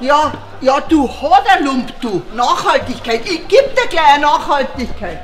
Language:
Bavarian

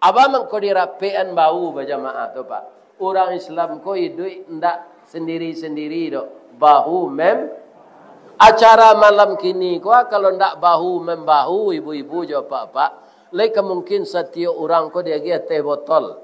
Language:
Minangkabau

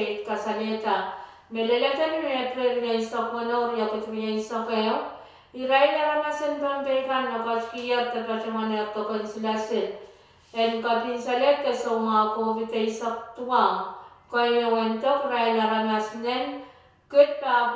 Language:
Pohnpeian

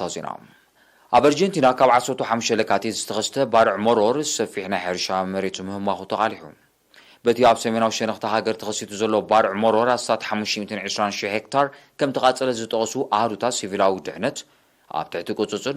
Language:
Tigrinya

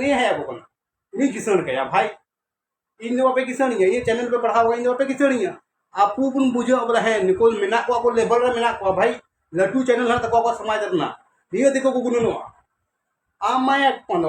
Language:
Santali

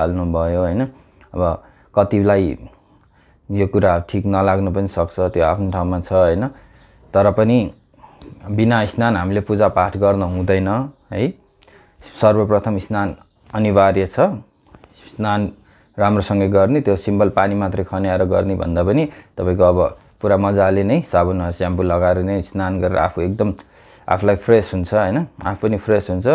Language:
Nepali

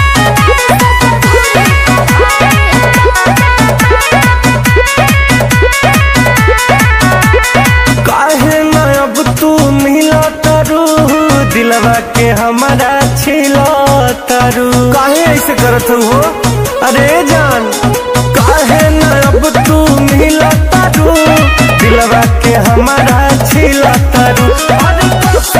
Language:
Bhojpuri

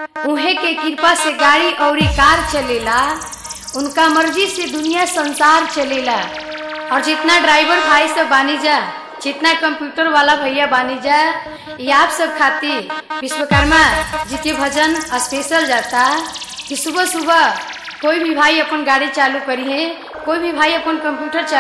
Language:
Bhojpuri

